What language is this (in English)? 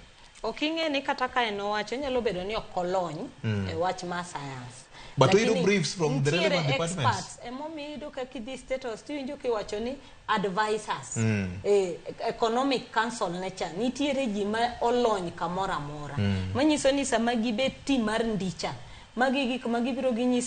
Luo (Kenya and Tanzania)